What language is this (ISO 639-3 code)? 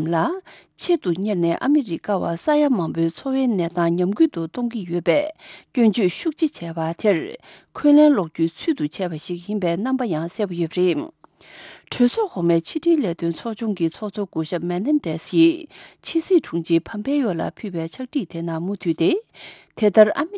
bod